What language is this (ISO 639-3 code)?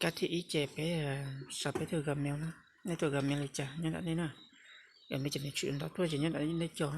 hmn